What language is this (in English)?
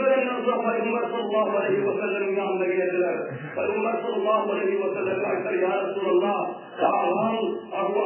Turkmen